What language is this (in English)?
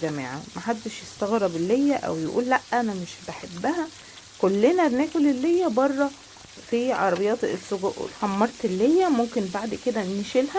Egyptian Arabic